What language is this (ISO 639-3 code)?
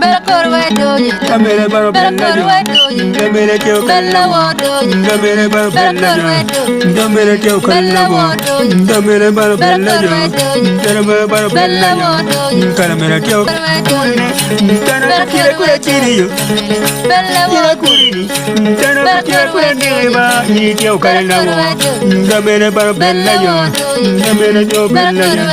ach